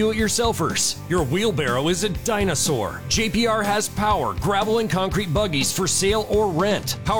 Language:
English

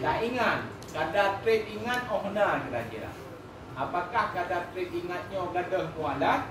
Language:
Achinese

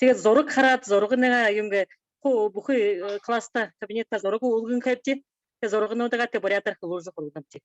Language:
Buriat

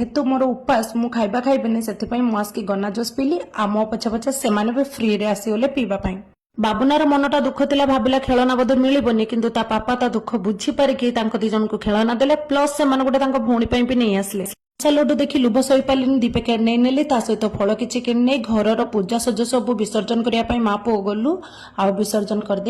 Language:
Odia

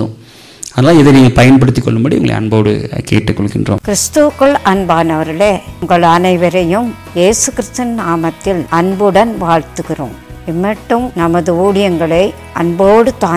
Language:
Tamil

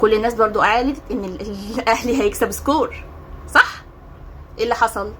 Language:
Egyptian Arabic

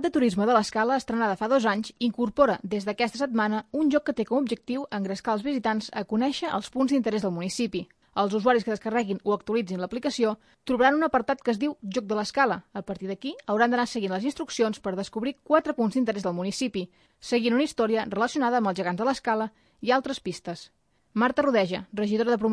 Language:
Catalan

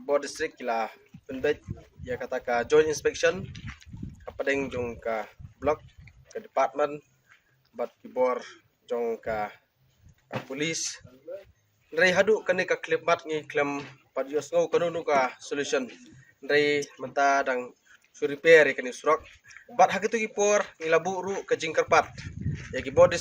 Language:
Khasi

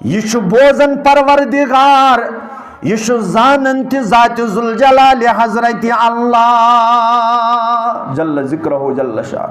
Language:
Kashmiri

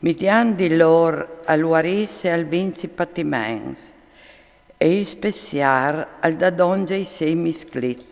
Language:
Friulian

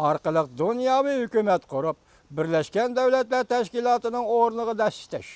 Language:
Uyghur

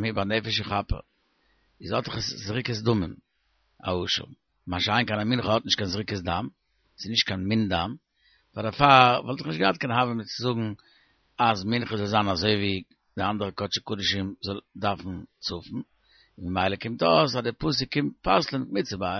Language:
Yiddish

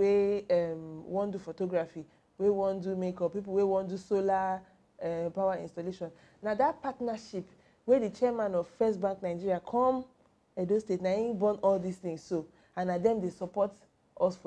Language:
Nigerian Pidgin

